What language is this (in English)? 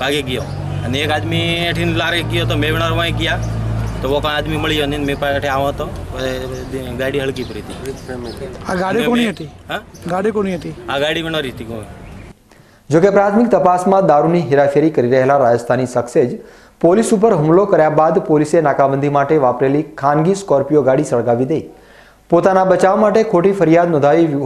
Gujarati